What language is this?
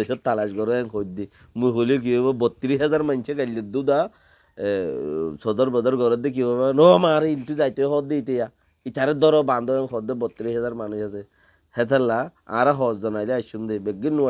Rohingya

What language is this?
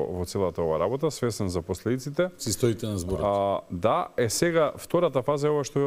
Macedonian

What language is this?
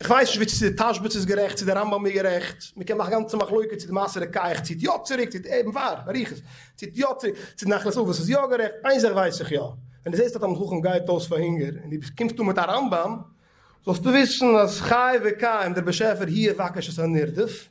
Yiddish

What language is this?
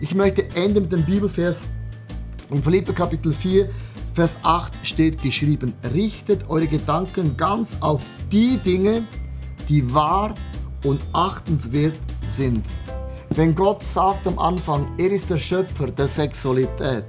Swiss German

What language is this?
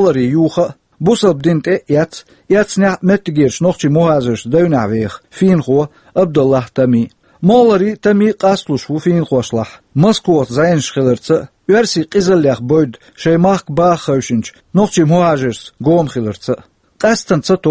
Chechen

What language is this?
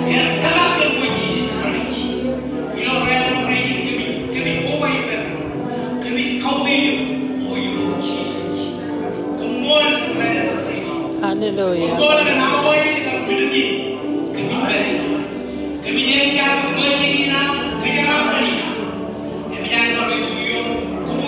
Marshallese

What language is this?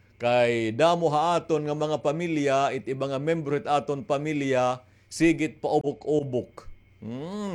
Waray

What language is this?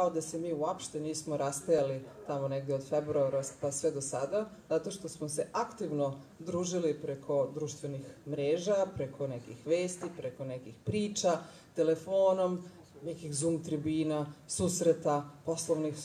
Serbian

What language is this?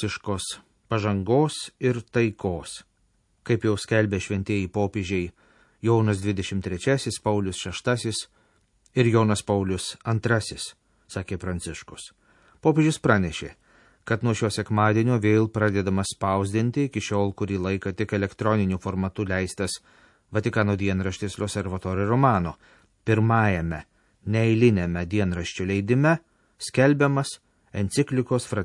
Lithuanian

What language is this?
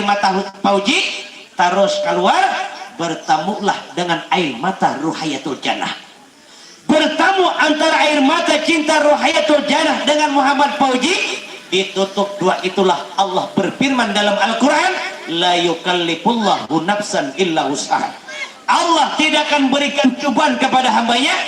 Banjar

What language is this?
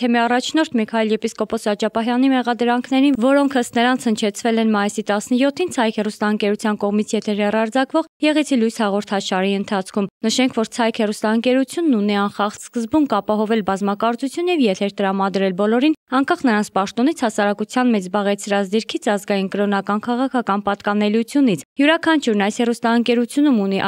Armenian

